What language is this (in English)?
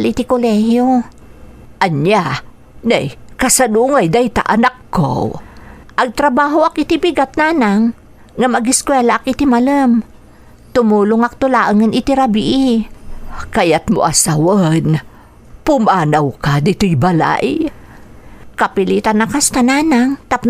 Iloko